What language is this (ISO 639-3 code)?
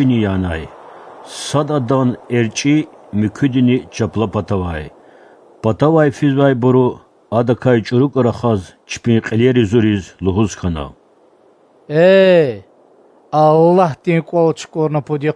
lez